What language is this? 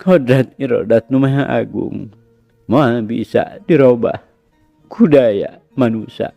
Sundanese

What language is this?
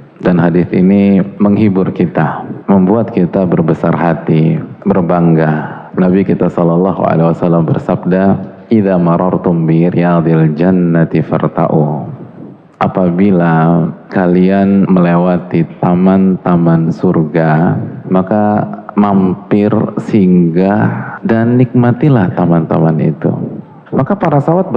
Indonesian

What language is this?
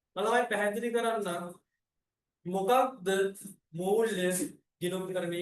Sinhala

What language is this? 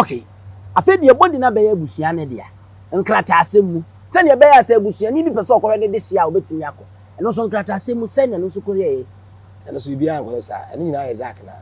Akan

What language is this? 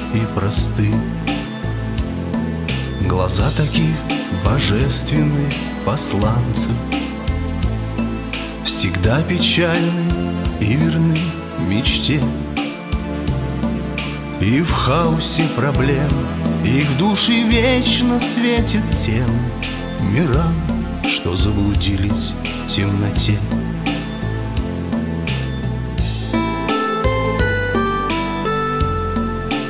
Russian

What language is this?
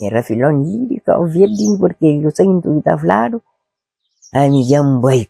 Kabuverdianu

